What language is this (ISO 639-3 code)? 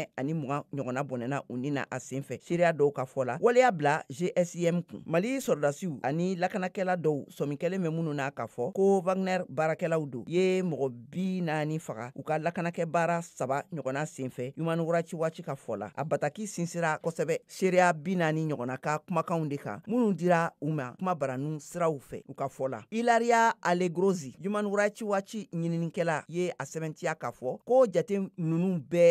bam